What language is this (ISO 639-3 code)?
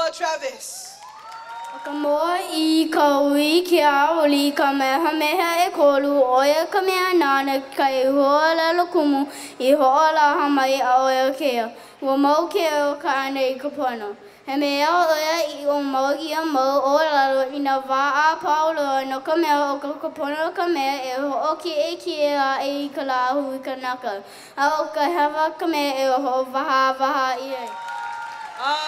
haw